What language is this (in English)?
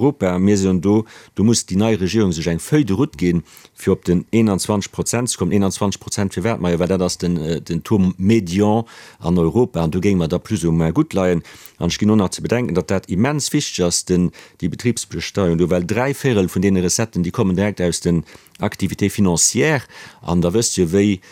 Luxembourgish